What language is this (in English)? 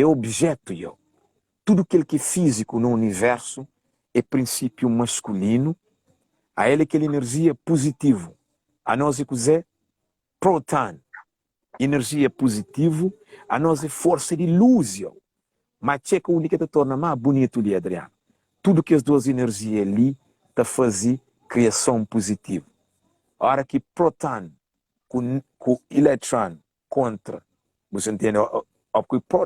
Kabuverdianu